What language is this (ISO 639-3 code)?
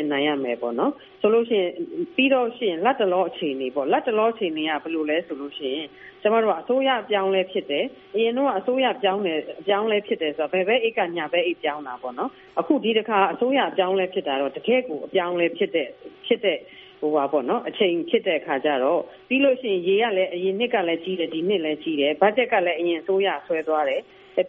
mya